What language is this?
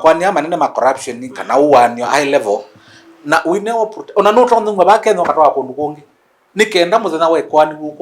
Kamba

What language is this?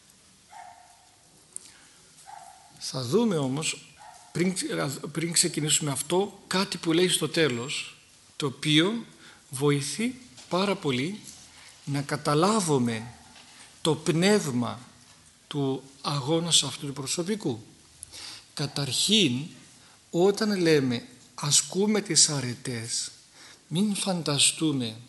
Greek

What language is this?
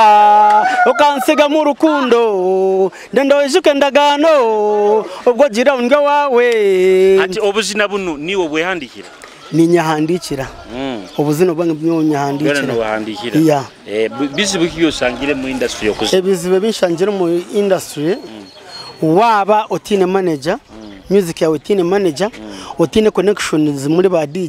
Nyoro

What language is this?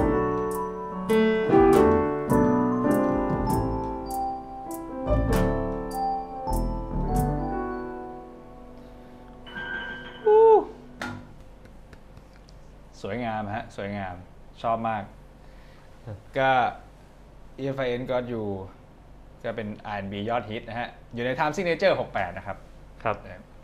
Thai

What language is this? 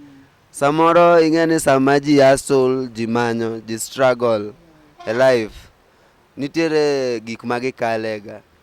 Luo (Kenya and Tanzania)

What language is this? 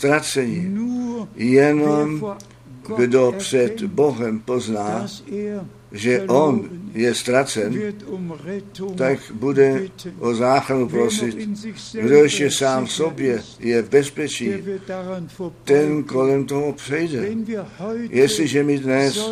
Czech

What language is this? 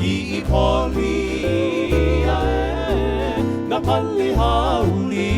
Hawaiian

